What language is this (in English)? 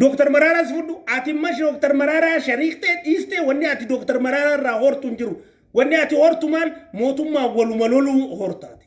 Oromo